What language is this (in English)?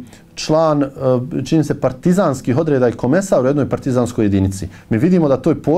Bosnian